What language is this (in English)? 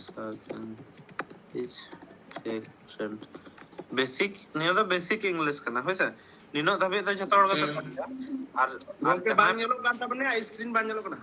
Santali